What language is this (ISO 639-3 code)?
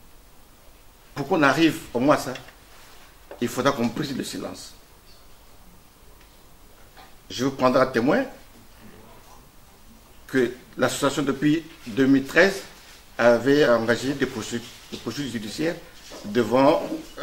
fra